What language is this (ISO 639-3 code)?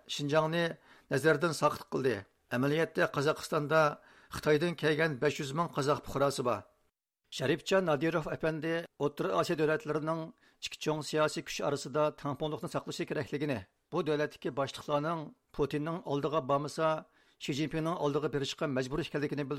uig